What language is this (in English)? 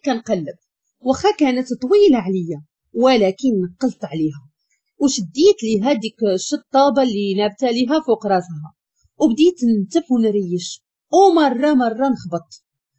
Moroccan Arabic